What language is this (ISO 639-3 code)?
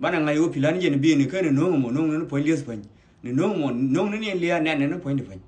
nus